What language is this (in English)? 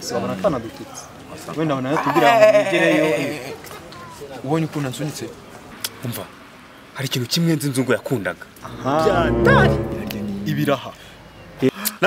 Kinyarwanda